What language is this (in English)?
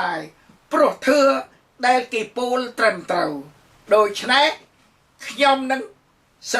Khmer